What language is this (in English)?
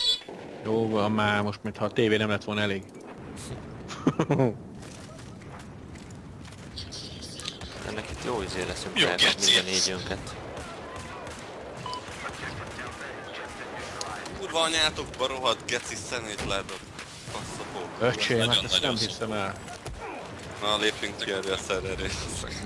Hungarian